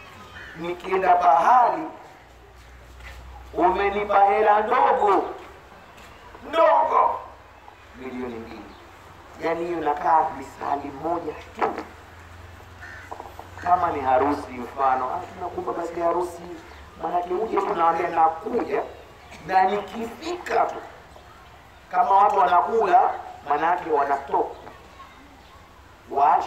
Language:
Swahili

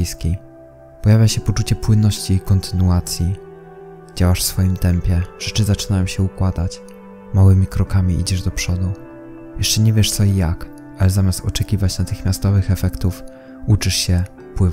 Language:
Polish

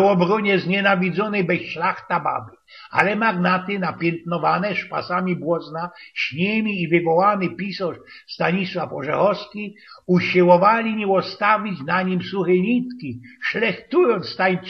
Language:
Silesian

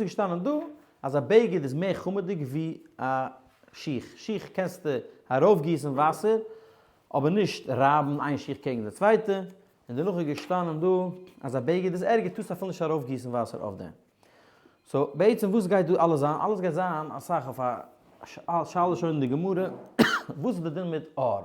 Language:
Yiddish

